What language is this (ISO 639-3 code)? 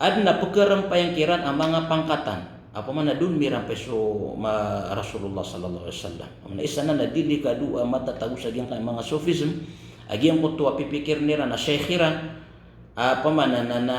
mrw